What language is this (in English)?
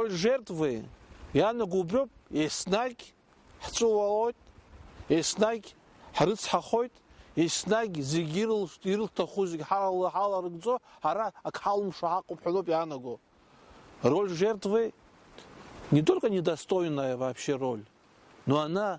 Abkhazian